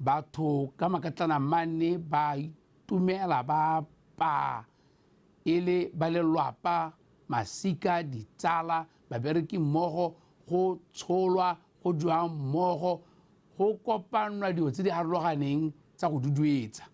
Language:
Tswana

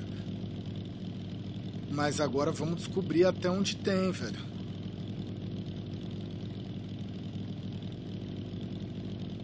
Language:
Portuguese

